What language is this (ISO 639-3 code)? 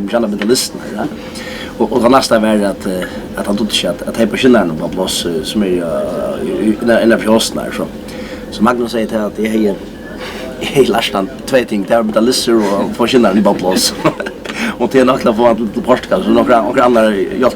fao